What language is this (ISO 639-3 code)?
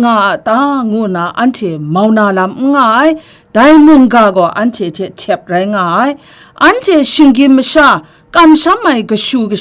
kac